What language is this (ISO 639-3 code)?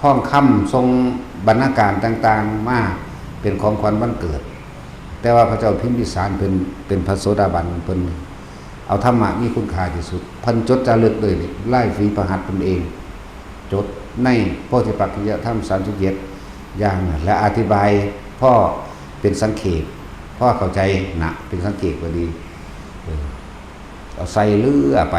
tts